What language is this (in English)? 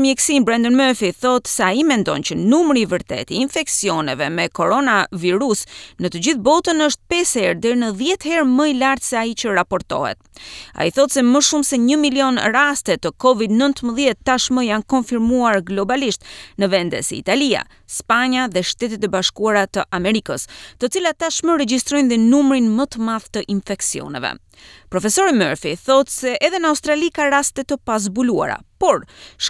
Albanian